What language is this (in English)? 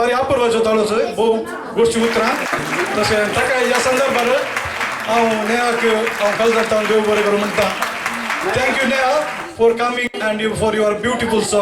Konkani